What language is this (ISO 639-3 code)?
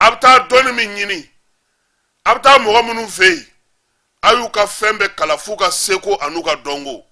bam